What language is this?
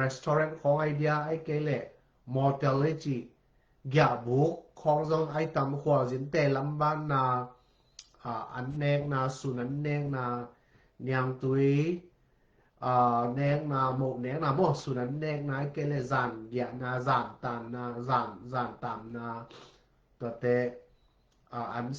Tedim Chin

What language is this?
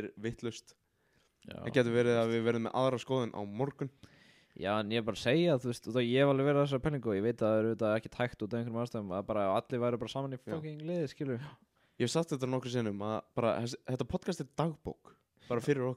Icelandic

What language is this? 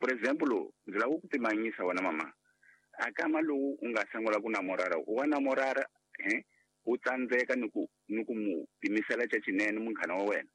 Tsonga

